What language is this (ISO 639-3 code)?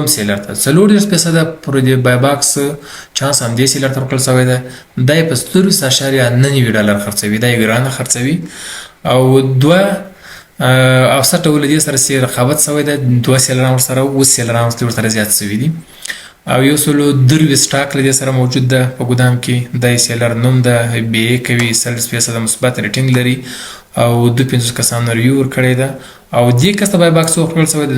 pus